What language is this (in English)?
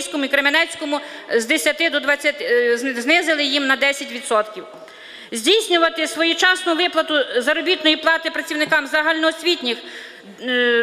Ukrainian